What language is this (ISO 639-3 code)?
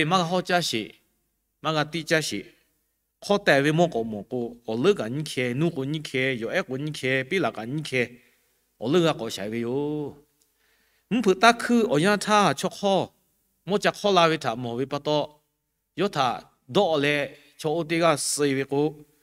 lhu